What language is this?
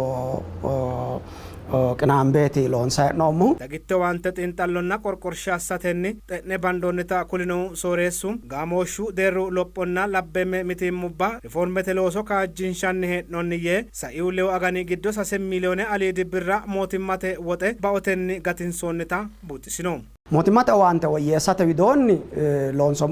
Sidamo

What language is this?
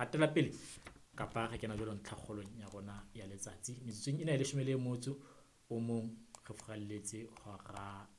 Southern Sotho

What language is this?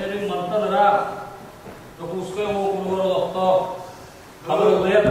Yakut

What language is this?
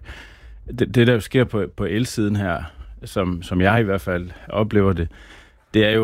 Danish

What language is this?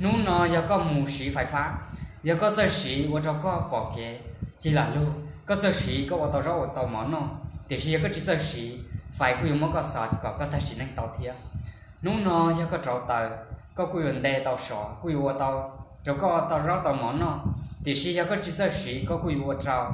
Hmong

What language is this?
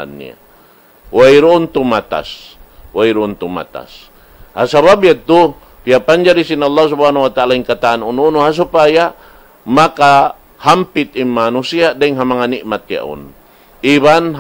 Tausug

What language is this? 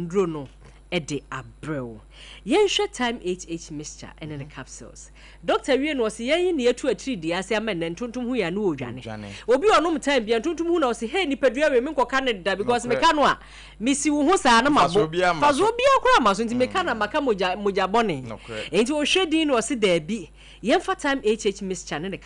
Akan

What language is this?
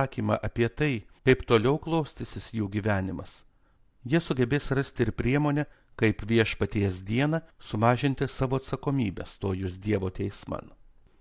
Lithuanian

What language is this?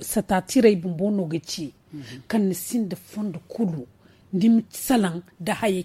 Zarma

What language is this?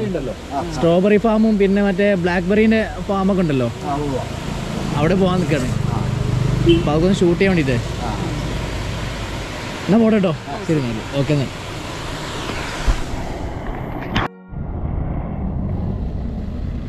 Malayalam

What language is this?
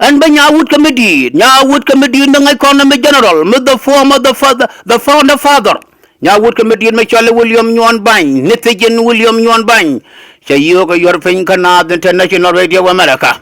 Nuer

